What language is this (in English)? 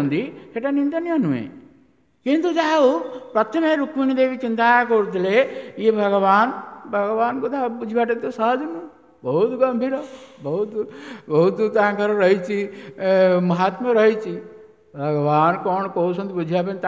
Odia